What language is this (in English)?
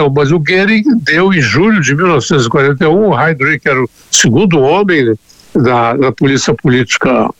Portuguese